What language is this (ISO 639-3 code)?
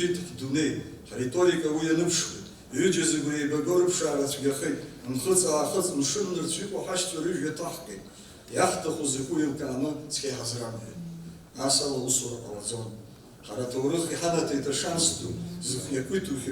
abk